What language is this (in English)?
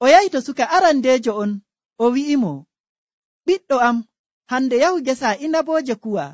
Nigerian Fulfulde